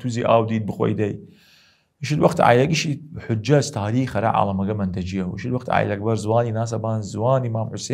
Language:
Southern Kurdish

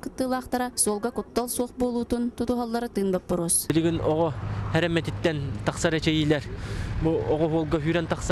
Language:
Yakut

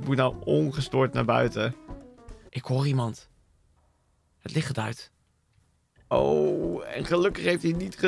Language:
Dutch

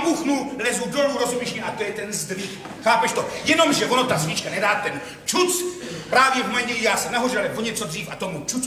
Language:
Czech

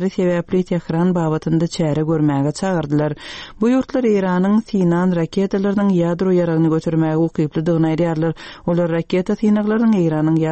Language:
Turkmen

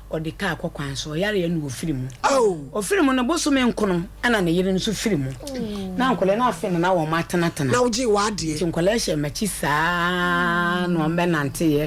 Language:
Akan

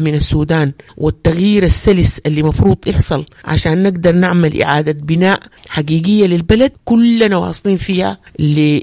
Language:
Sudanese Arabic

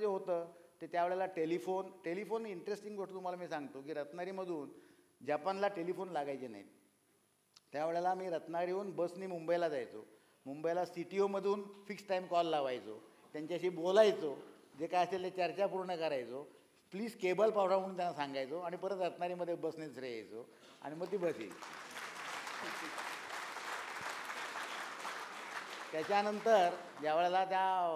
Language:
Marathi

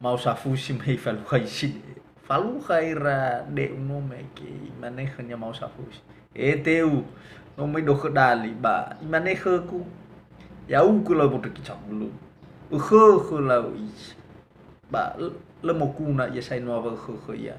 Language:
Nias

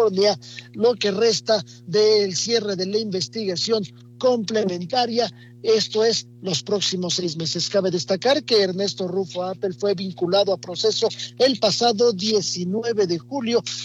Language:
Spanish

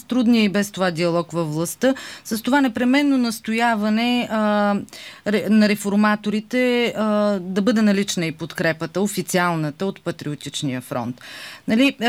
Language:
Bulgarian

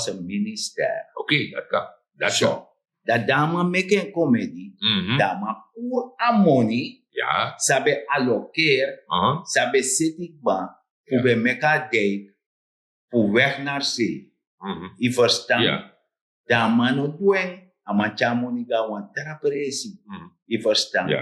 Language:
Sranan Tongo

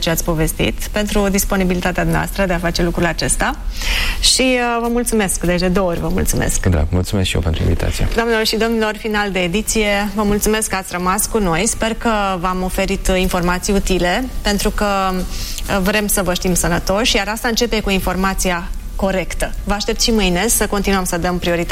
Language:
Romanian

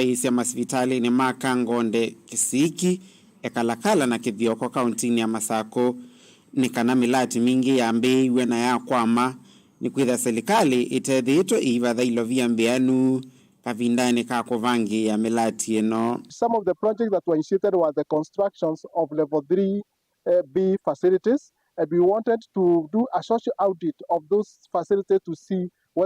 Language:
Kamba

